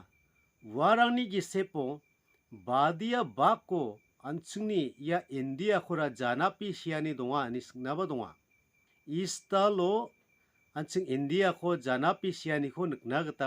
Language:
Garo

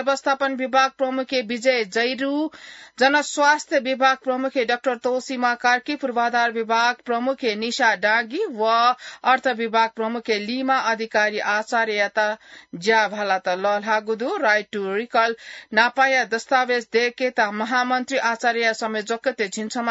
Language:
Newari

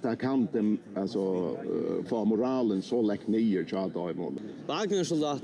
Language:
Faroese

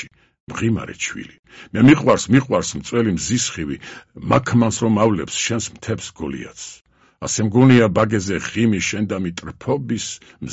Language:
Georgian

